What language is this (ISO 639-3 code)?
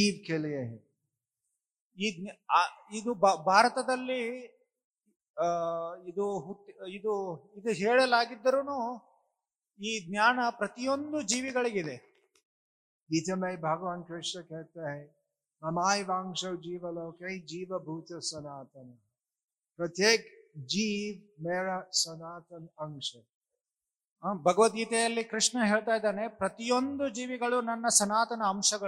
kan